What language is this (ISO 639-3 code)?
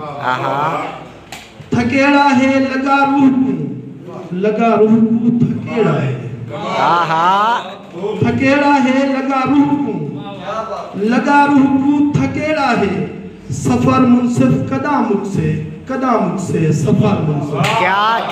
skr